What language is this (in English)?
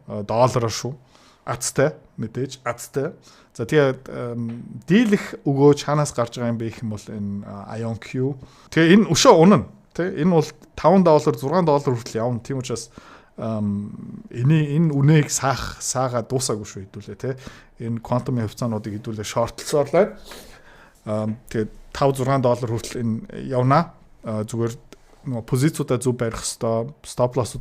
Mongolian